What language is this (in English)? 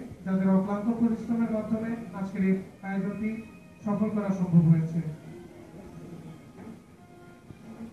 Bangla